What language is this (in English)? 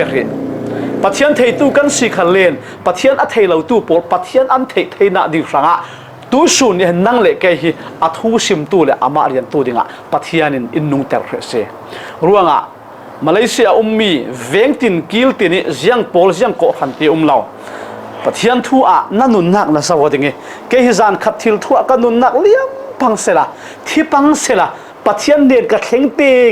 Falam Chin